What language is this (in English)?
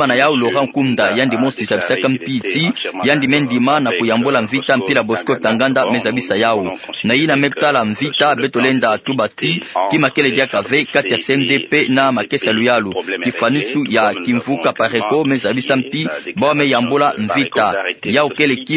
Kituba (Democratic Republic of Congo)